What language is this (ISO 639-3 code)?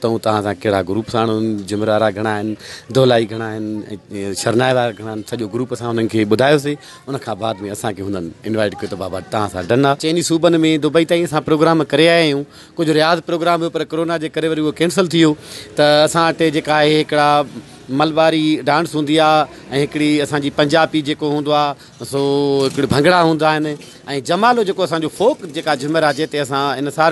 snd